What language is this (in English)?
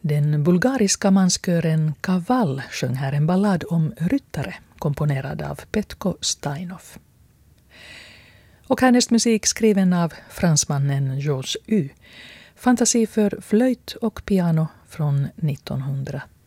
Swedish